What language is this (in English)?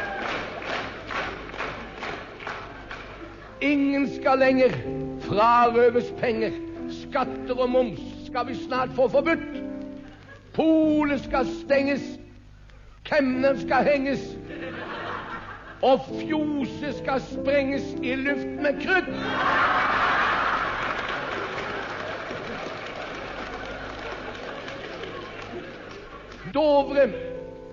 Norwegian